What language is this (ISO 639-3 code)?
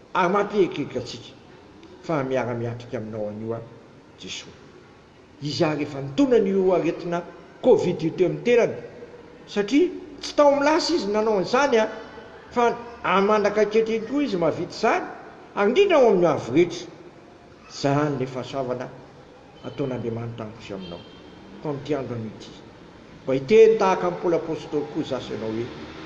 mlg